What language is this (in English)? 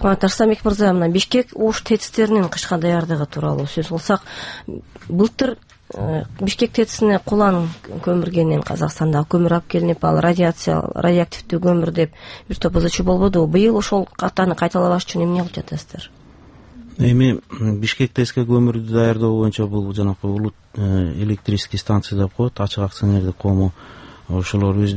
Kyrgyz